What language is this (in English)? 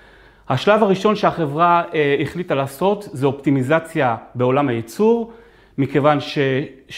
Hebrew